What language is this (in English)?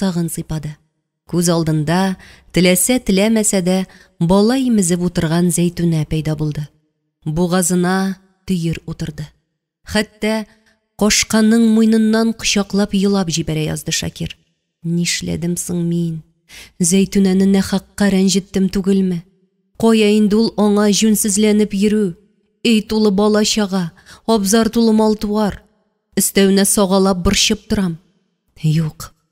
Tatar